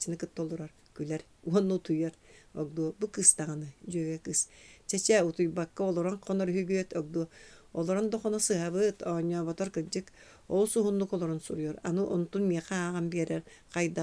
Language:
Yakut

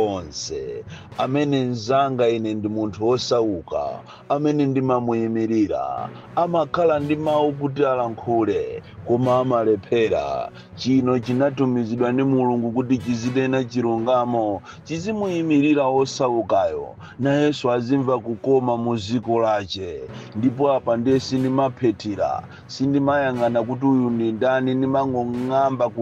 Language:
Nyanja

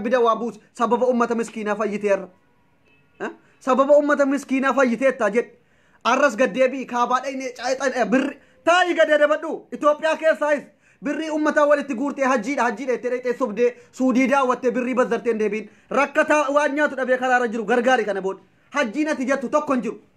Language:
Oromo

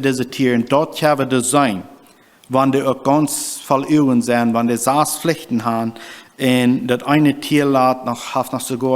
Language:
Plautdietsch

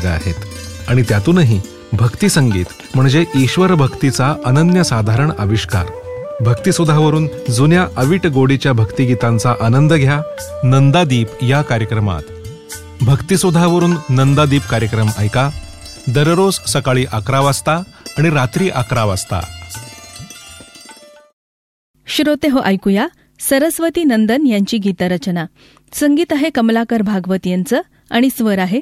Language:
Marathi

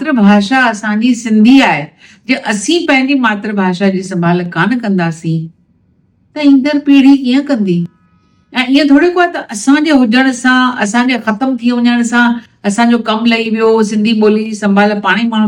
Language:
Sindhi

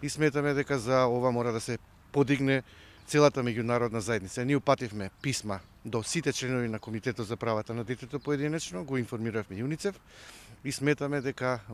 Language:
Macedonian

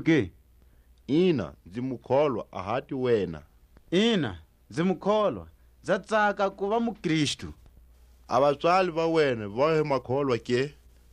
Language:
Tswa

